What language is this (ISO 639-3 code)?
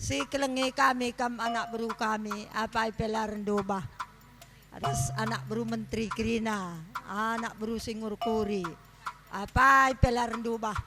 btx